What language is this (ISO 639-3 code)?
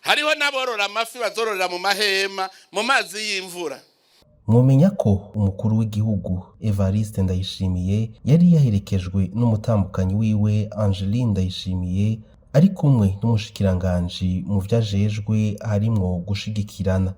run